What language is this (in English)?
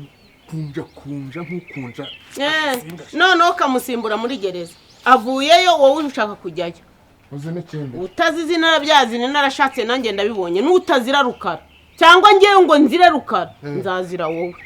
Kinyarwanda